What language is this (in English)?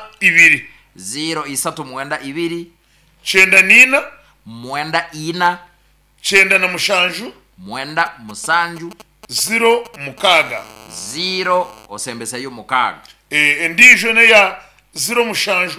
Nyankole